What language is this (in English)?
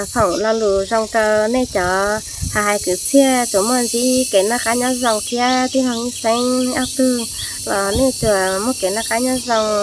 Hmong